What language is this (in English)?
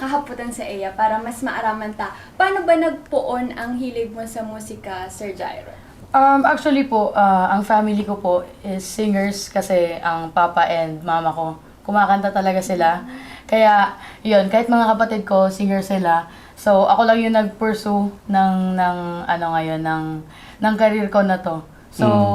Bikol